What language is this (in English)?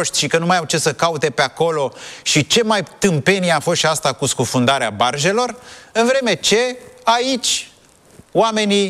Romanian